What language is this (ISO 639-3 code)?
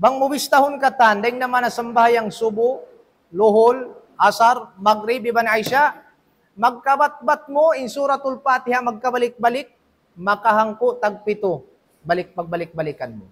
tsg